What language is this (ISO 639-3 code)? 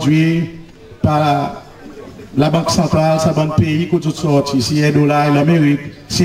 crs